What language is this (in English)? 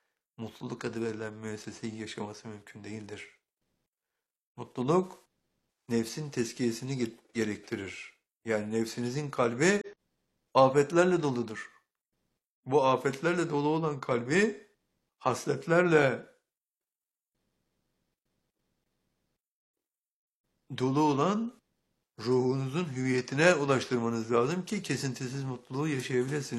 Turkish